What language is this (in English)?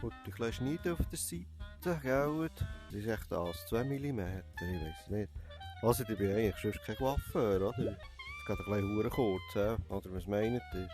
Swiss German